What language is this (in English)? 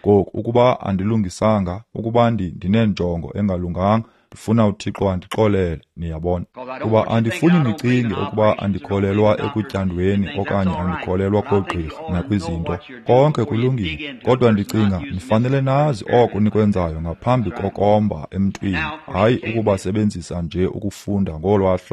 Xhosa